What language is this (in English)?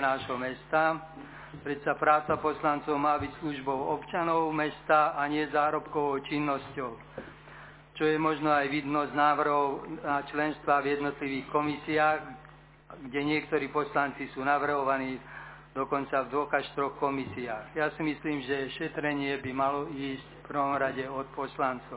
Slovak